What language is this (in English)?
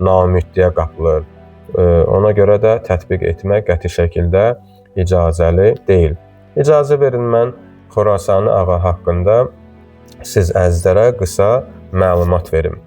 Azerbaijani